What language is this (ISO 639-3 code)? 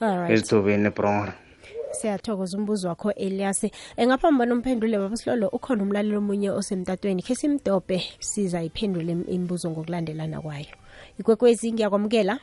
nbl